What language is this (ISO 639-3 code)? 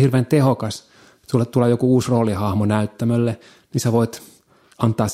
fin